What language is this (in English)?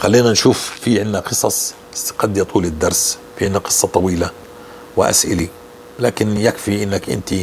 North Levantine Arabic